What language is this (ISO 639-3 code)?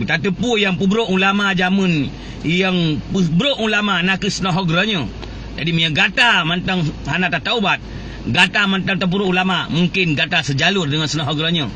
ace